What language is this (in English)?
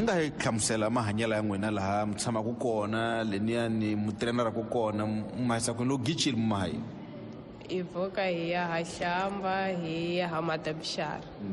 Tsonga